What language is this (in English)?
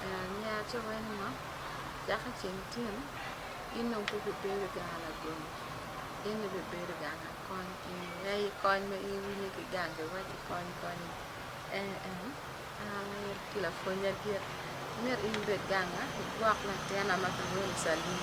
Acoli